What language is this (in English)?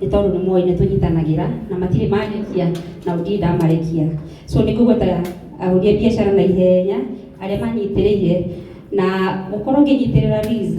Kikuyu